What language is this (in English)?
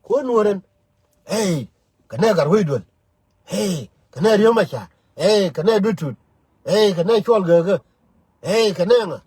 Nuer